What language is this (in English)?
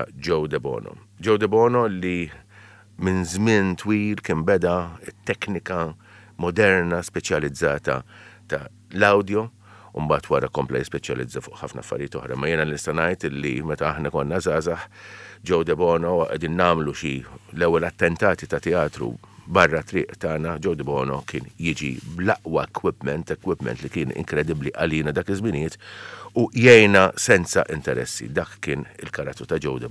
Maltese